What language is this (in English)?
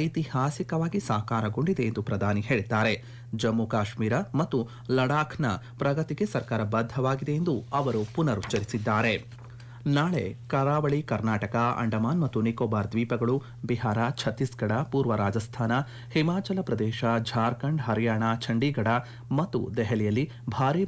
Kannada